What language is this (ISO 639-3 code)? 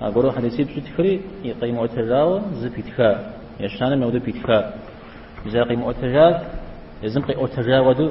kbd